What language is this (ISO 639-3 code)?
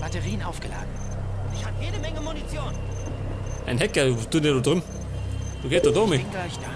bar